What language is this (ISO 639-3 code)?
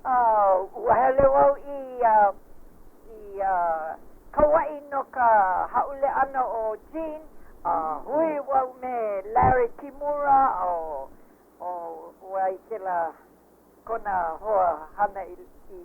haw